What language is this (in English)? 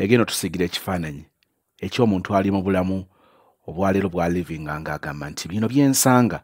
Ganda